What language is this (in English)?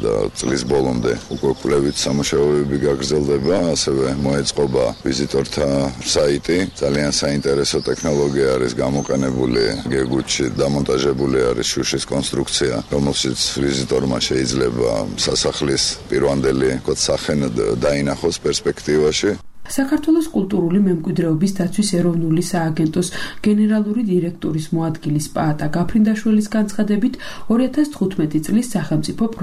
Georgian